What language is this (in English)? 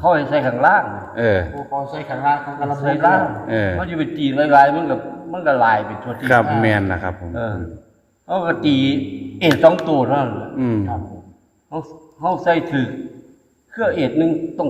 Northeastern Thai